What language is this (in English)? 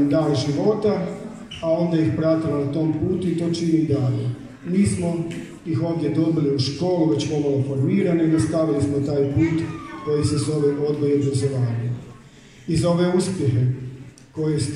Croatian